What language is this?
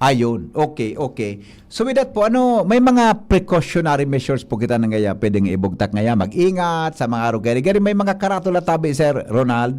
Bikol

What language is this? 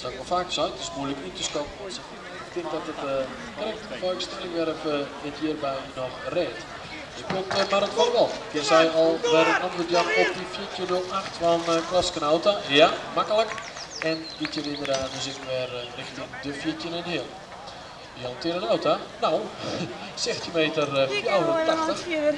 Western Frisian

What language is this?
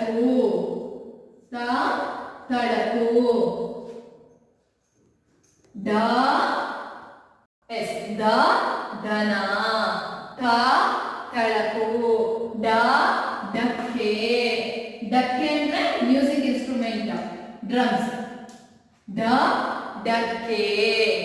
Kannada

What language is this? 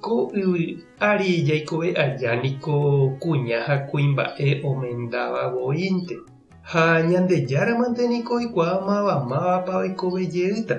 Guarani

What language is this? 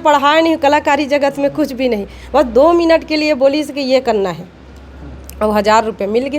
Chhattisgarhi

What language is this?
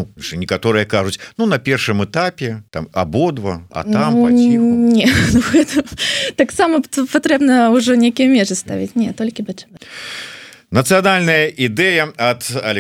Belarusian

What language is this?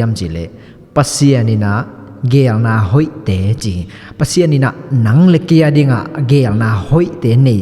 Tedim Chin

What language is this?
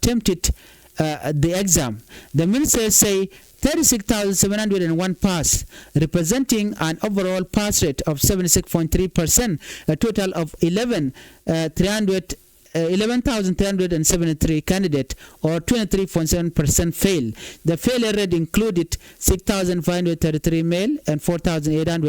Nuer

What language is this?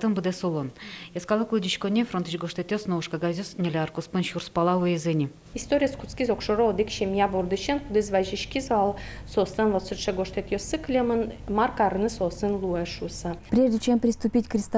Udmurt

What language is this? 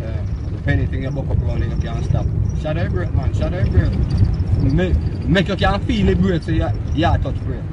Jamaican Creole English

